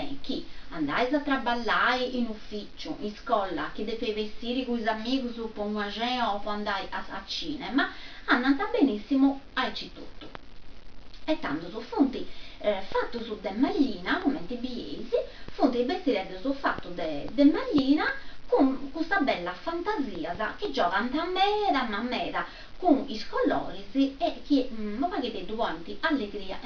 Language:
Sardinian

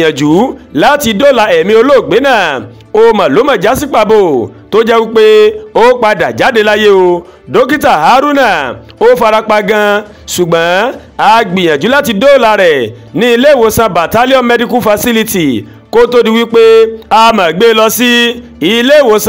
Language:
Yoruba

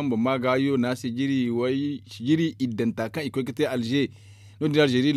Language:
Zarma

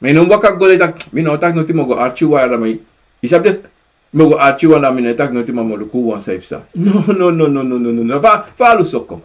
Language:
Sranan Tongo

